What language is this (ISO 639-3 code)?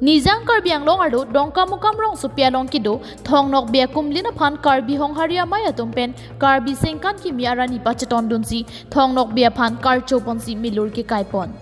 mjw